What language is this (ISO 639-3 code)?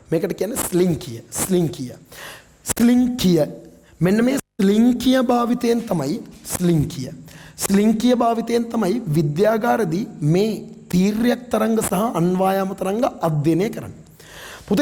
sin